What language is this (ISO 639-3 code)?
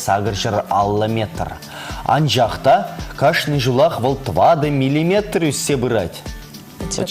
chv